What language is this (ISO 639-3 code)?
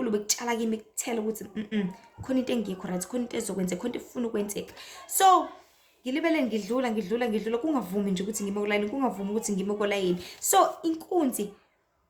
zul